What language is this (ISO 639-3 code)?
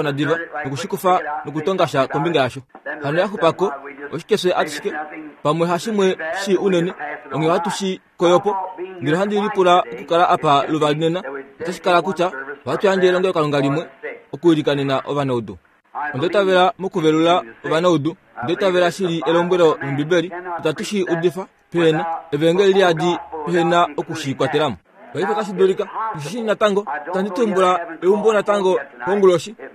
kua